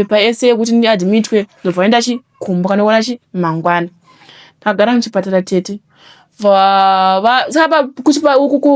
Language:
Shona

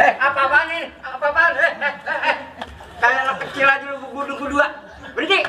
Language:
Betawi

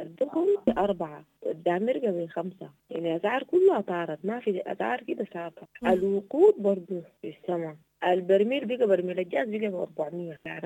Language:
Sudanese Arabic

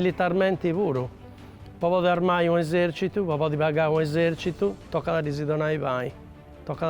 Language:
Sardinian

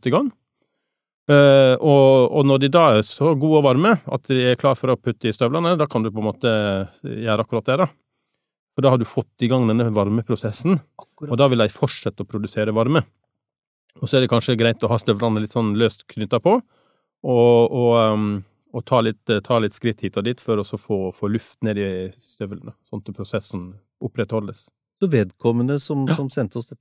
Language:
Norwegian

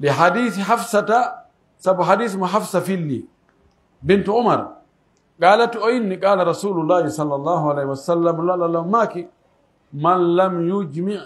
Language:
Pular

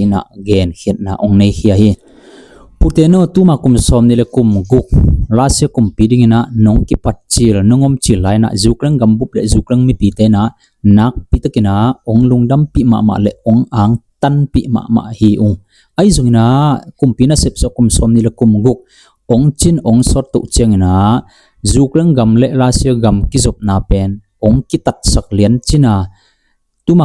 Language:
Tedim Chin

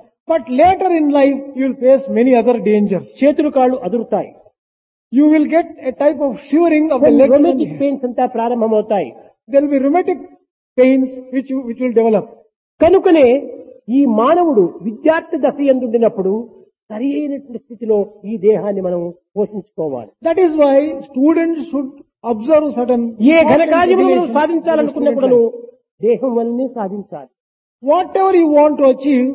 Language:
Telugu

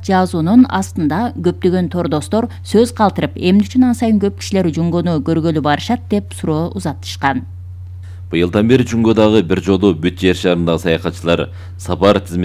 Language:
Kyrgyz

